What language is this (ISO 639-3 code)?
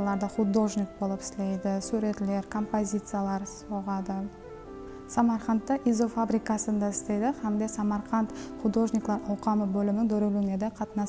kaa